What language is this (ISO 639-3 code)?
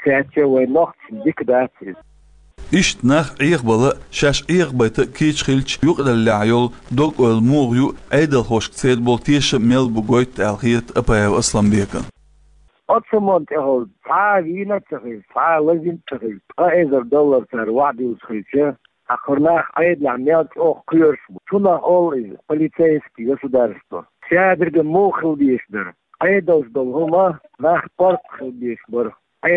che